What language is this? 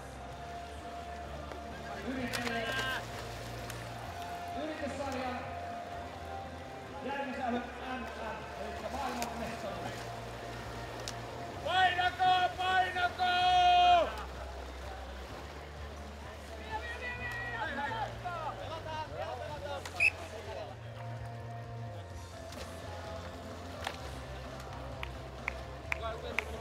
Finnish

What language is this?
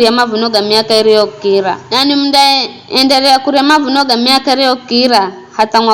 Giryama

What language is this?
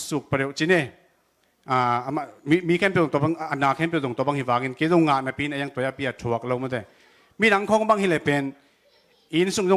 Tedim Chin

